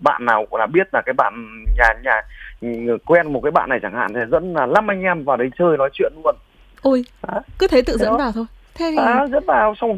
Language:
Vietnamese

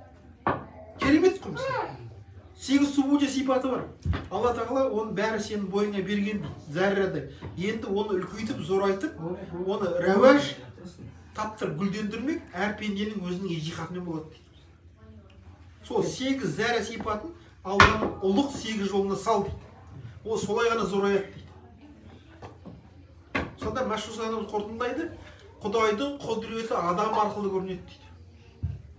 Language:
Kazakh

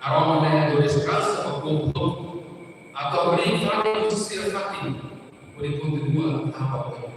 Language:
Tetum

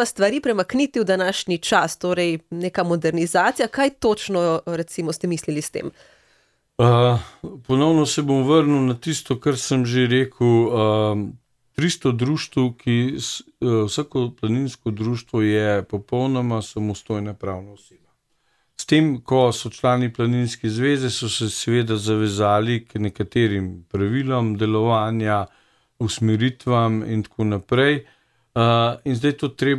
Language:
Slovenian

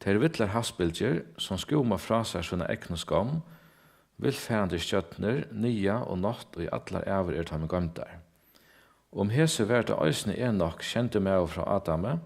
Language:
Faroese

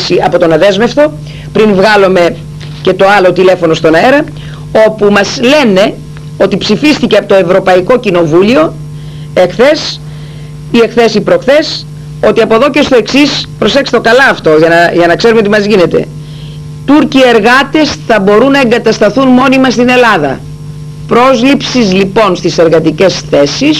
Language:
Greek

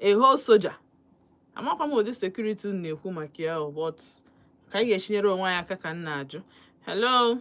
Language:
Igbo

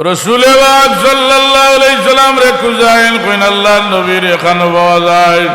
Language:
Sylheti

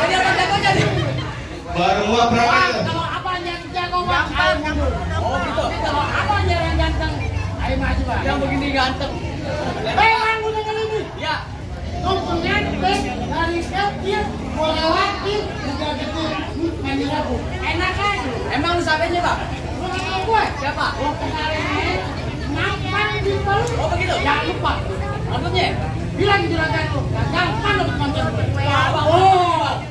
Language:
Betawi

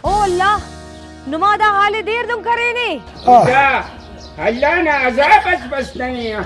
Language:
Brahui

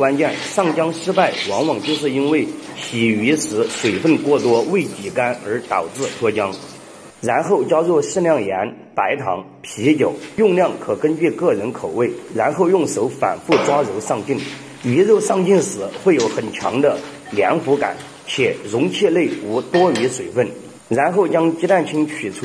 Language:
Chinese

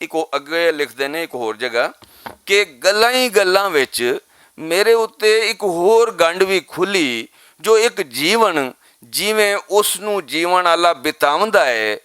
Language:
Western Panjabi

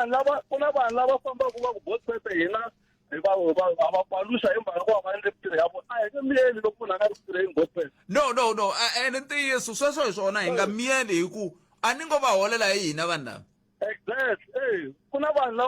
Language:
Tsonga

